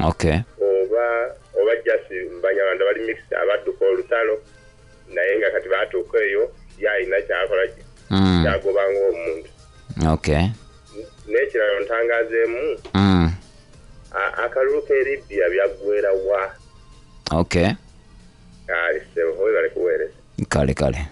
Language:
Ganda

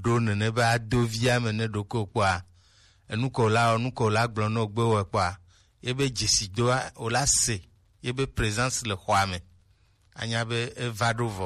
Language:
Gen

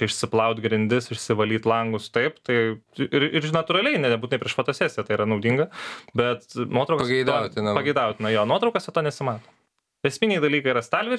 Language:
Lithuanian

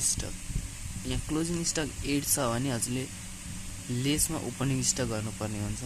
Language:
Nepali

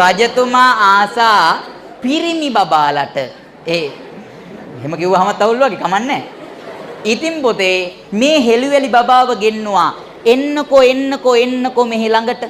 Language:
Sinhala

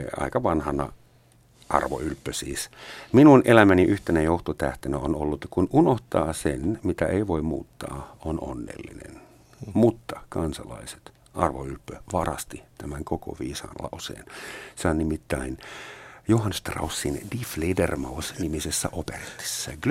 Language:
Finnish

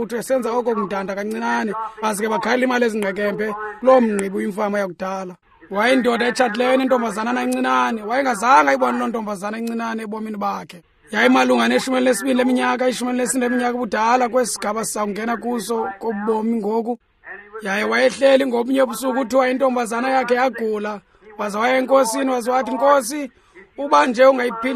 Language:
Xhosa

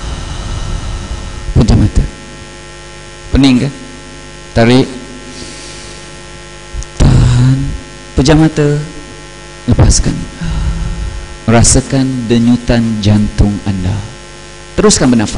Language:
Malay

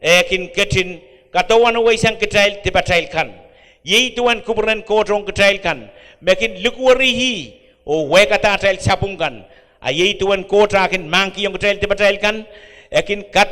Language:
Pohnpeian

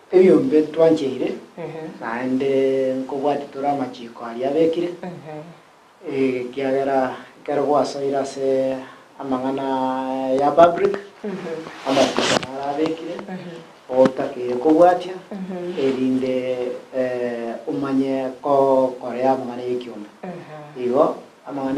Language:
Gusii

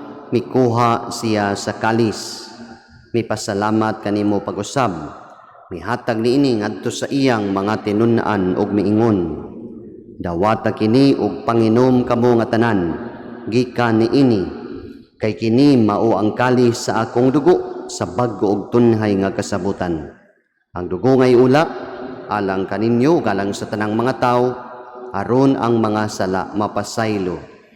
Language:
Cebuano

